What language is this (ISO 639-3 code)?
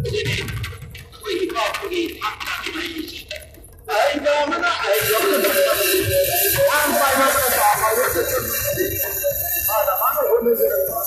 mni